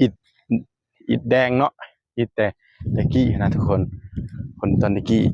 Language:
Lao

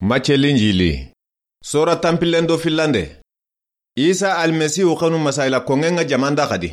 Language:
Soninke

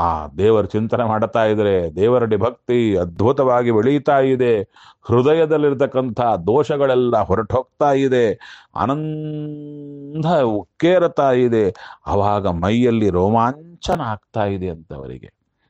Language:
Kannada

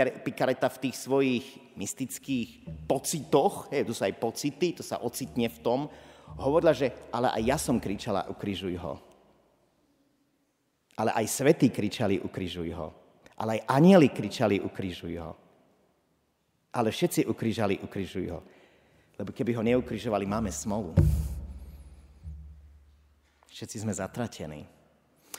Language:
Slovak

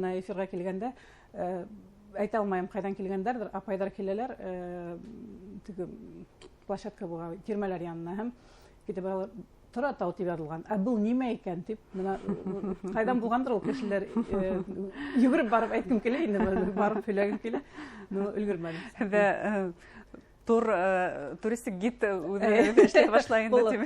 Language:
Bashkir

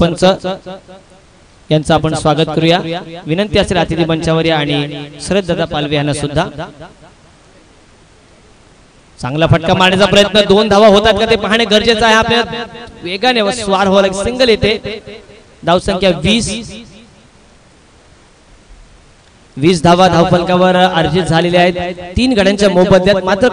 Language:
Marathi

